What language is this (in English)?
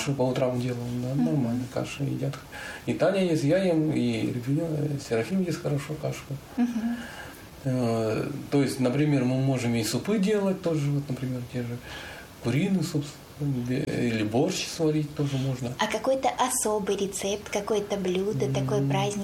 Russian